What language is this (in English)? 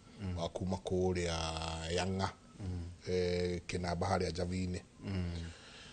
Kikuyu